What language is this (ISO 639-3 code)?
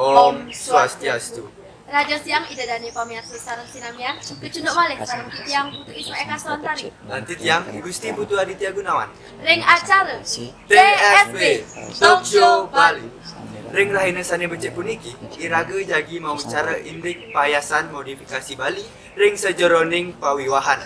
ban